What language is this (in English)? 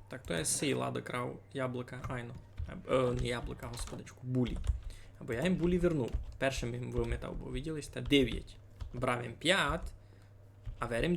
Rusyn